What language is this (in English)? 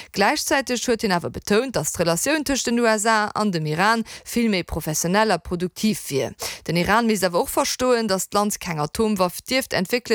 Luxembourgish